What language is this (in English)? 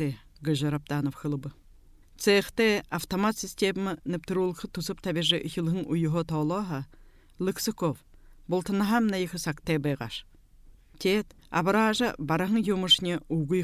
Buriat